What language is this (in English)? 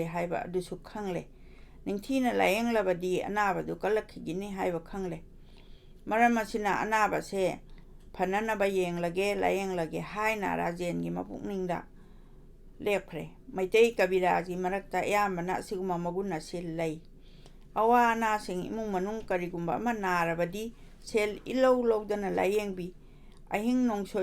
Manipuri